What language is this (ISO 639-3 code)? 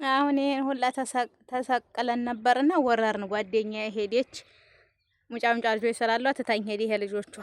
amh